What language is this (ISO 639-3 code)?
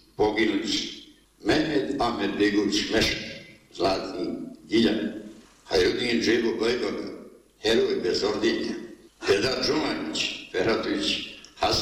bos